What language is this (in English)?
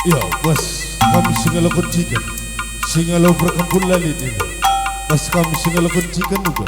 Batak Karo